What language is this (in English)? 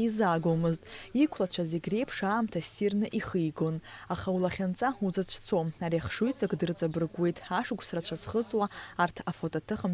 Abkhazian